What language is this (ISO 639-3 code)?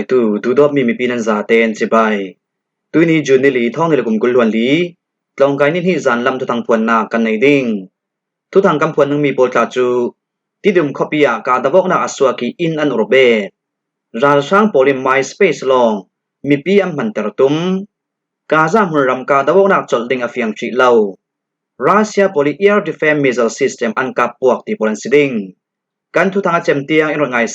cfm